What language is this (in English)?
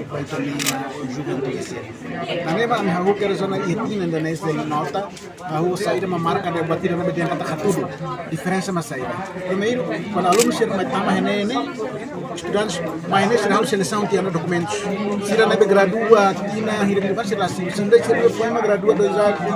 Tetum